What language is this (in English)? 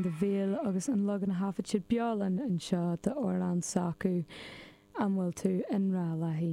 Irish